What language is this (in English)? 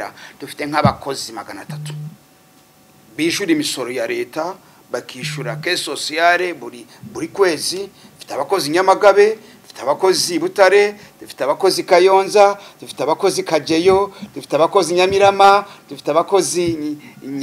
Kinyarwanda